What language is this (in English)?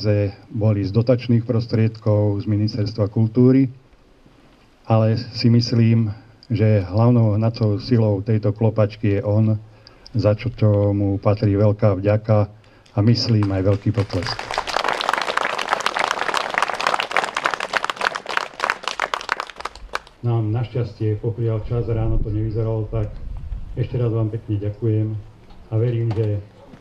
Slovak